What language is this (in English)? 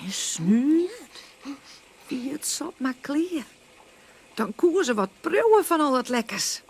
Western Frisian